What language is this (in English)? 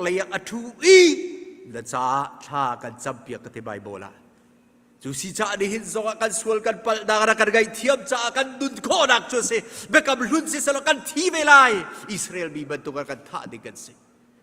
Hakha Chin